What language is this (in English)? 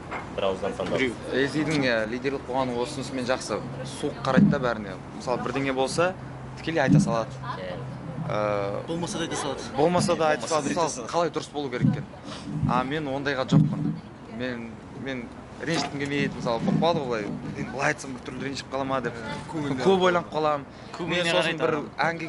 Kazakh